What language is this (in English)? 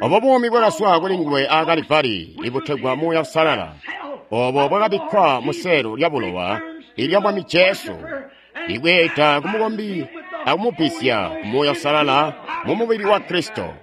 Tonga (Zambia)